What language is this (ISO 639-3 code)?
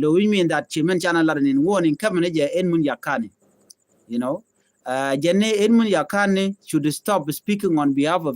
nus